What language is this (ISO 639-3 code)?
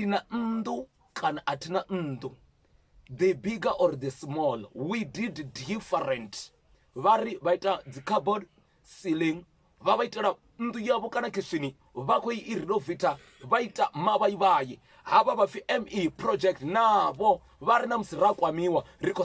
ven